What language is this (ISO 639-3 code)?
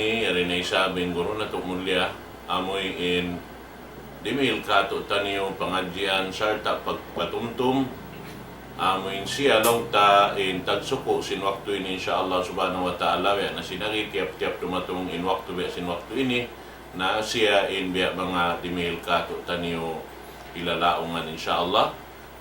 tsg